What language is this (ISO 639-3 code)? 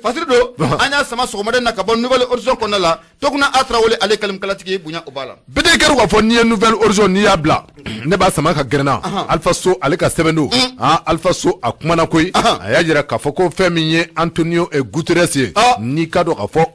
bam